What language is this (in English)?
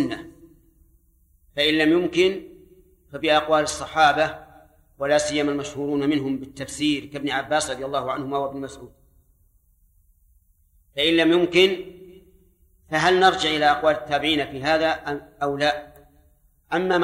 Arabic